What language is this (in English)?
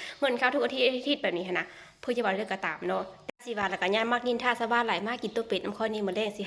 Lao